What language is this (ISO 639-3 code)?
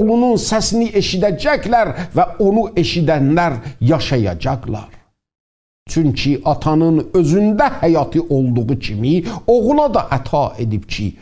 azb